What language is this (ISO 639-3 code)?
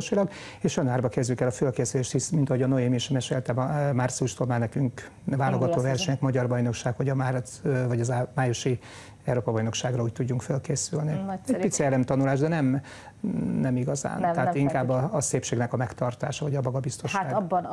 hun